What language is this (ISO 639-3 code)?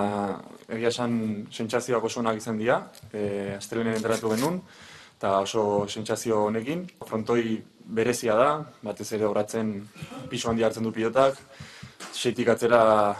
eus